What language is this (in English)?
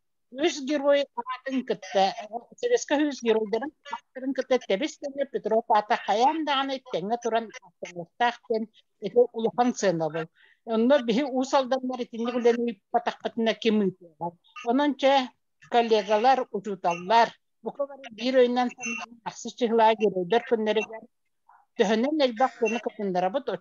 Yakut